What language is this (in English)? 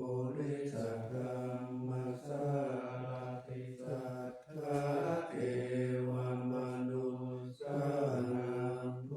Pali